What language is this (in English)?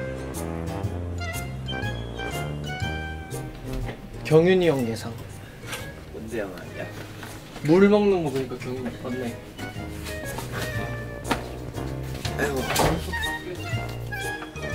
Korean